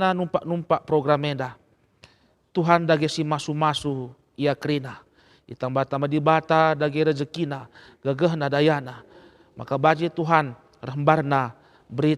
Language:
Batak Karo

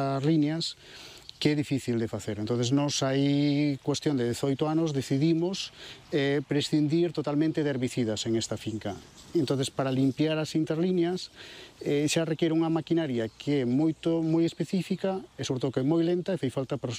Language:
Galician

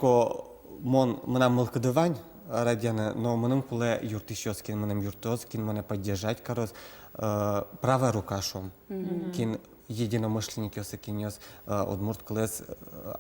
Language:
Udmurt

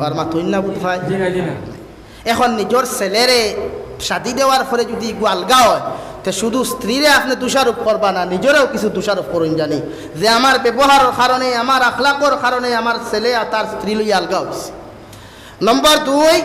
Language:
Sylheti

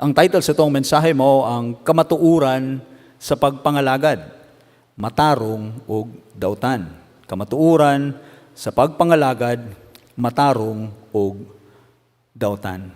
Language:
Cebuano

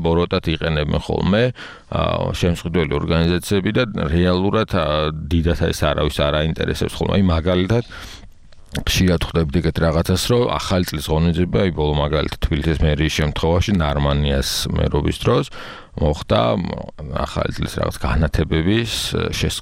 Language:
Georgian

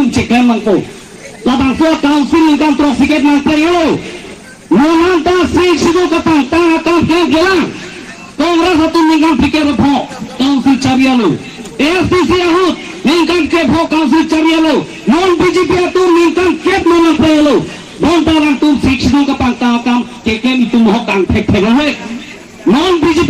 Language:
Karbi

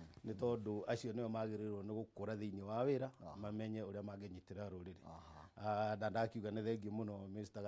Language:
Kikuyu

